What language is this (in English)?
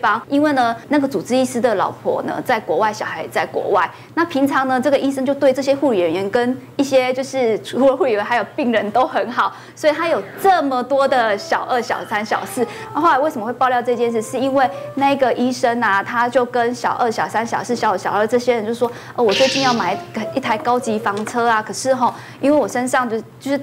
Chinese